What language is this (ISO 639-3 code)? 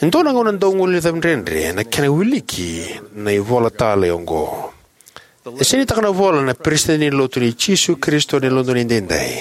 fij